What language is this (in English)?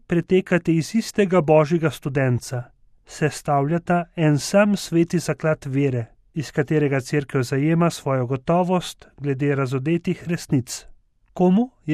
Slovenian